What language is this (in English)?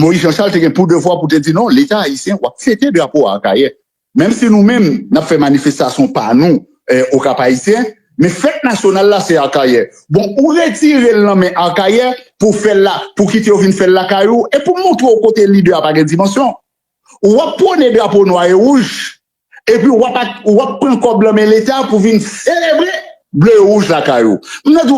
Haitian Creole